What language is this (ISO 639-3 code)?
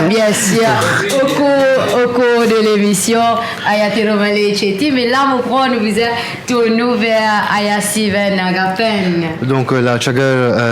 mfe